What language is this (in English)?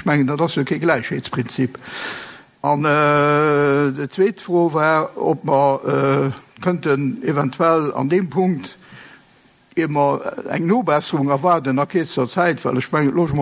Luxembourgish